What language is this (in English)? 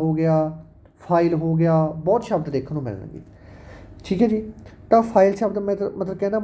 Punjabi